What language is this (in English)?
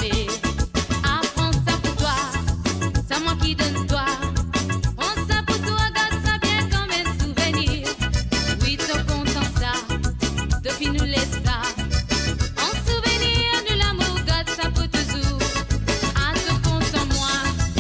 Morisyen